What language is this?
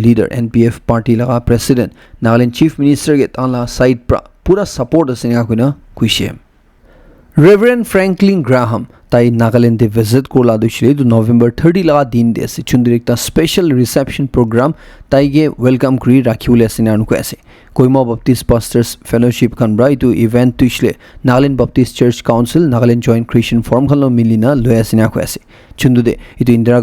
Naga Pidgin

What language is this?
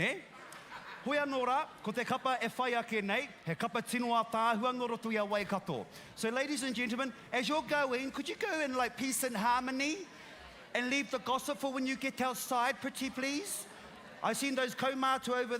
Māori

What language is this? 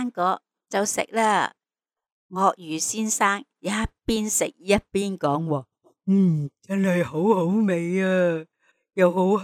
Cantonese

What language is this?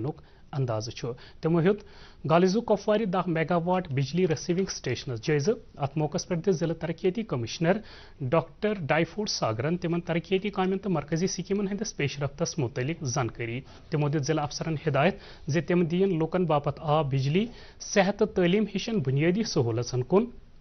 Kashmiri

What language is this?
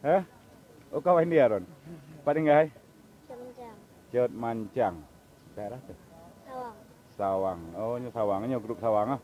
Achinese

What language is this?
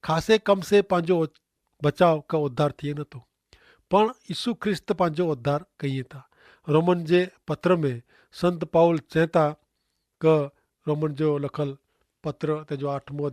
Kachhi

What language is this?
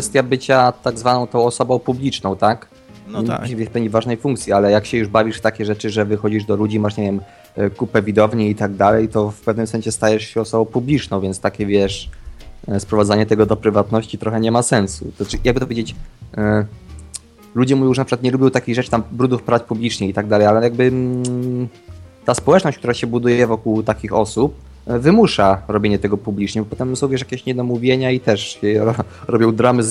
Polish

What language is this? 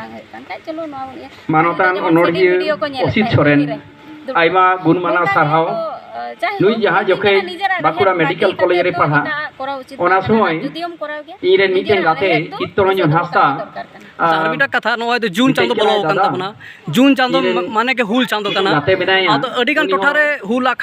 Santali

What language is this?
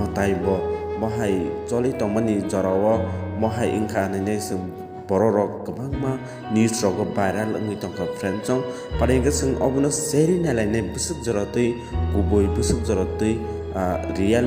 Kok Borok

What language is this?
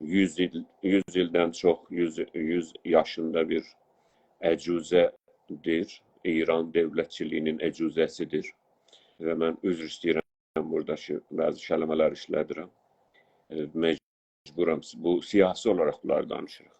South Azerbaijani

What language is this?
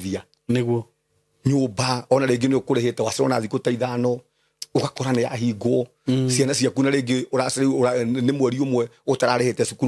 Kikuyu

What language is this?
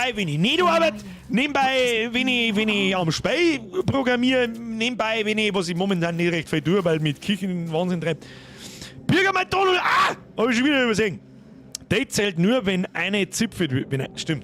Bavarian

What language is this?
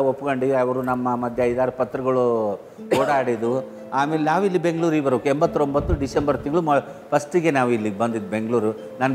Kannada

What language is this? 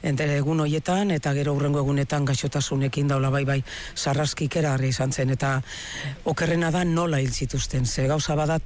Basque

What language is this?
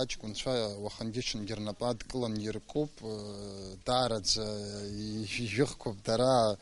Abkhazian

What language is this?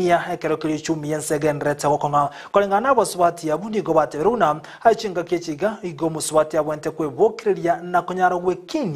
Gusii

